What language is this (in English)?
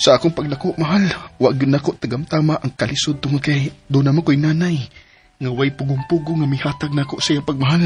Cebuano